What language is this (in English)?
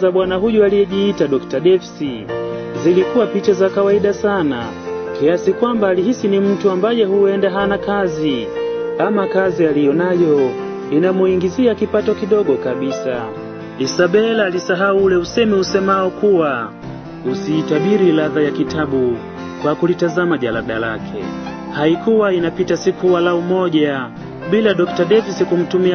Swahili